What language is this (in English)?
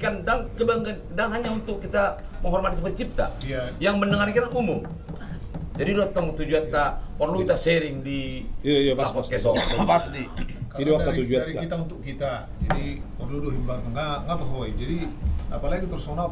Batak Toba